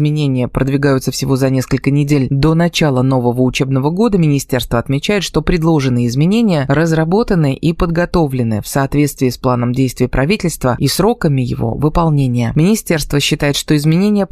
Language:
Russian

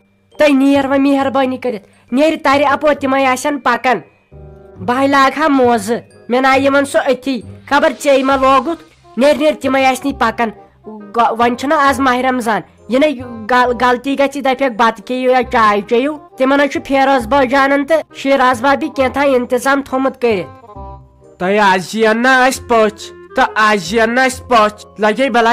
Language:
Kashmiri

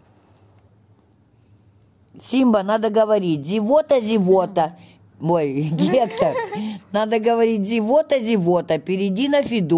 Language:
Russian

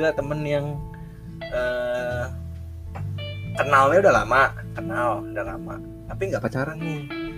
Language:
Indonesian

